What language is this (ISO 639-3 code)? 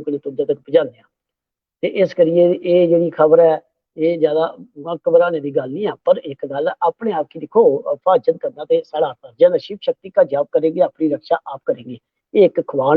doi